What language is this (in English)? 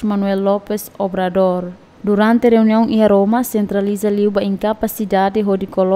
Tetum